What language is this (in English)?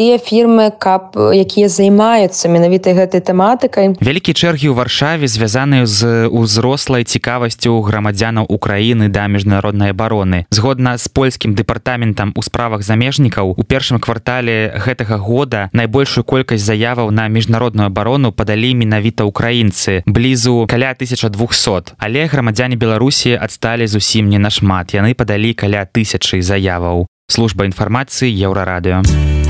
Belarusian